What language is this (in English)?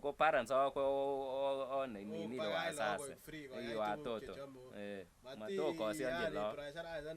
Kalenjin